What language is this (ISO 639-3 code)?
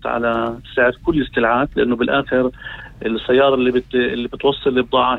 apc